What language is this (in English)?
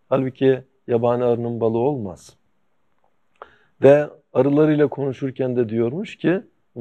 Turkish